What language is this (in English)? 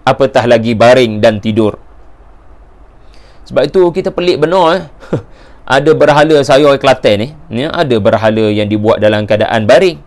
Malay